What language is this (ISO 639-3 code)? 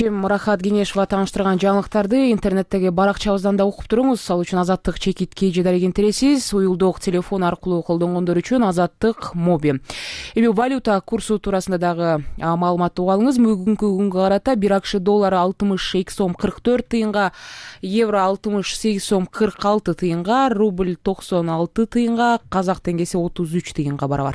kir